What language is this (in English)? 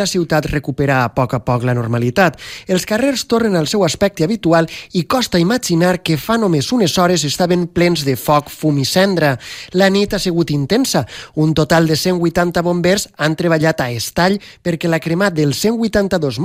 Catalan